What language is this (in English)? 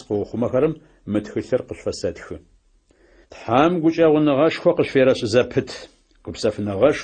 Adyghe